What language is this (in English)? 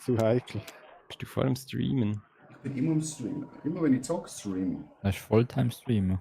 Swiss German